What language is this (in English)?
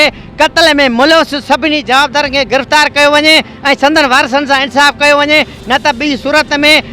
Sindhi